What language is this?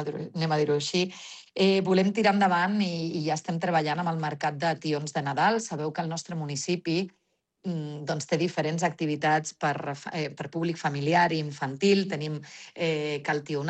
Catalan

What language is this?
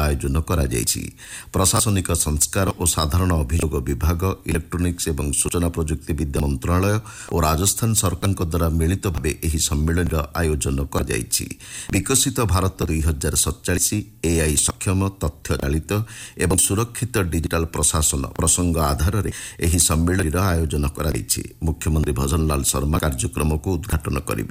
Odia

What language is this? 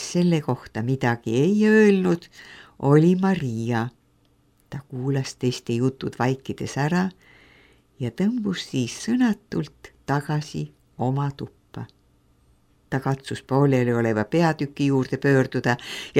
Estonian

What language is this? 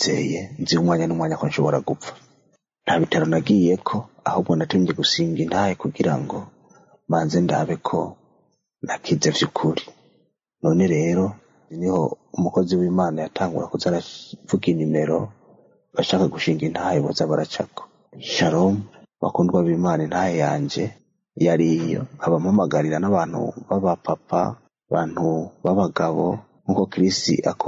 Rundi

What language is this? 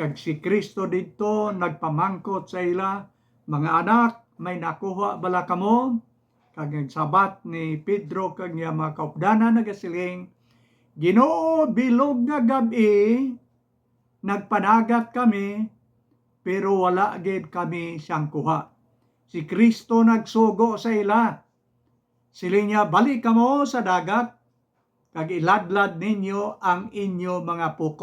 Hiligaynon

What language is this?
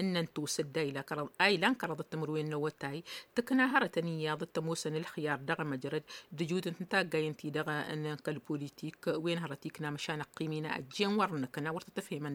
Tamasheq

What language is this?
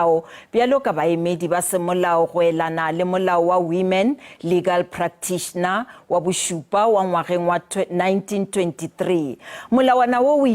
Northern Sotho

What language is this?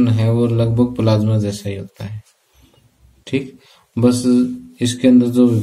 Hindi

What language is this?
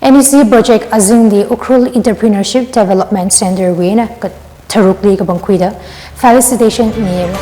Tangkhul Naga (India)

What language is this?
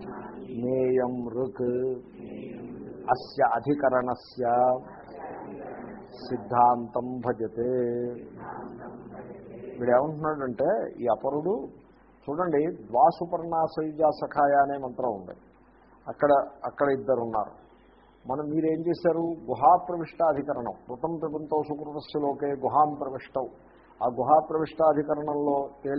Telugu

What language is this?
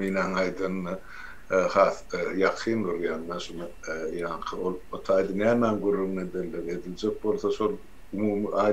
Turkmen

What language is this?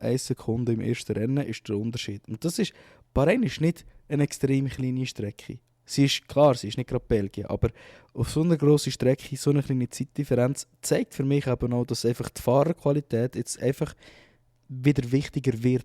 Swiss German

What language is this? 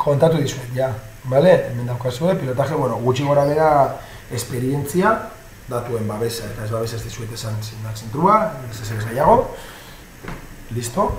Basque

